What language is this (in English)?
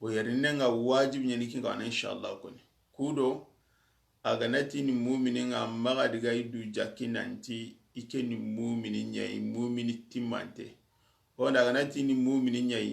Soninke